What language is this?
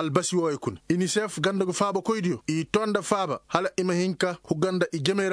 Koyraboro Senni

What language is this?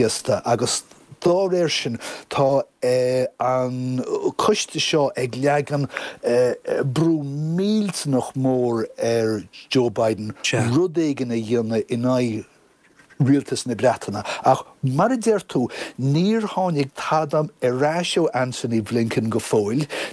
Irish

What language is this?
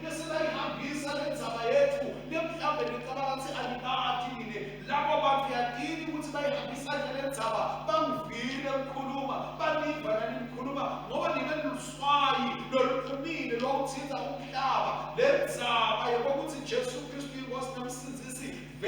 Swati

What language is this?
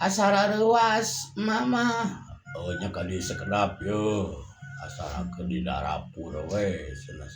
Sundanese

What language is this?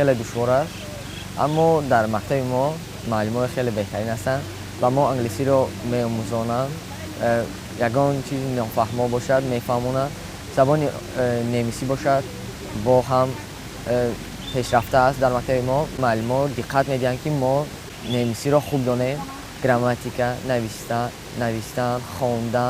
Tajik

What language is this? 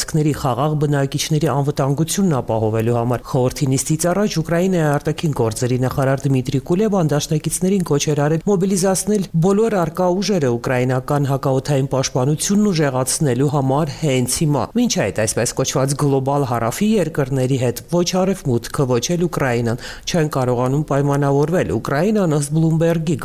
Armenian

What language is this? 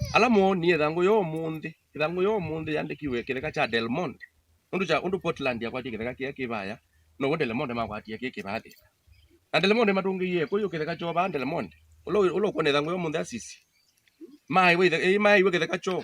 Kamba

